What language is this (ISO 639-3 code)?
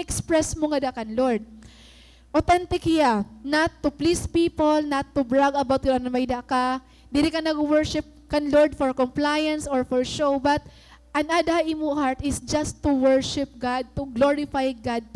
war